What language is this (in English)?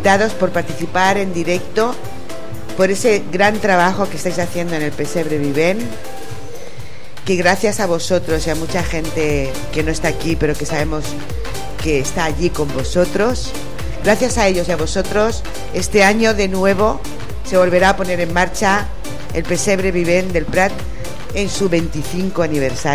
Spanish